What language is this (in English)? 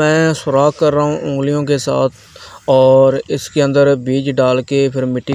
Hindi